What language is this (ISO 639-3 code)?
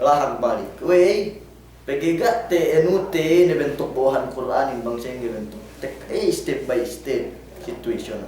yka